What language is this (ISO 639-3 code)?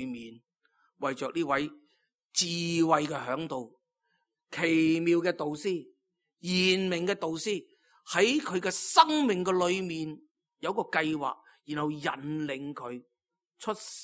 yue